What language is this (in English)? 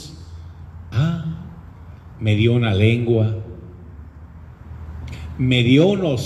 Spanish